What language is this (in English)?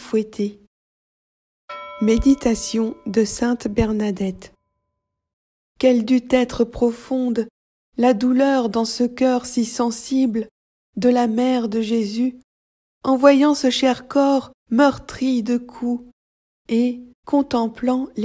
French